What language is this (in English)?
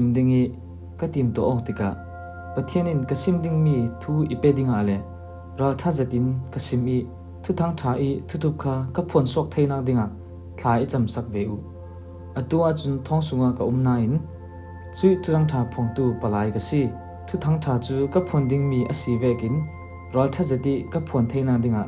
Falam Chin